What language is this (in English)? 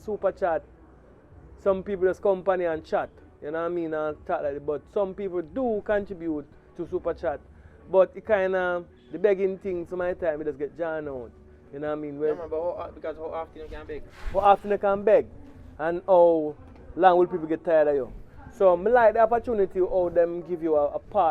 Jamaican Creole English